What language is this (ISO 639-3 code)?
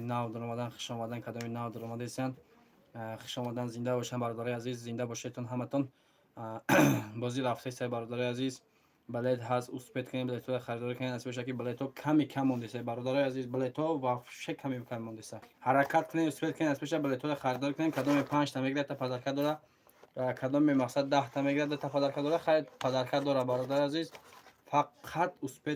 tgk